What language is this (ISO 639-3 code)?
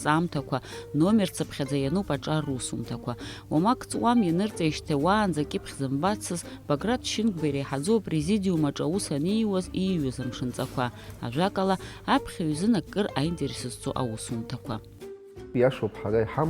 abk